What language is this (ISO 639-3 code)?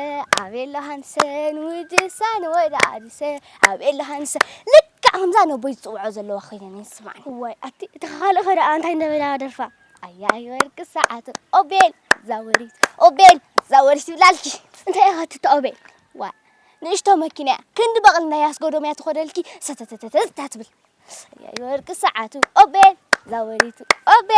tir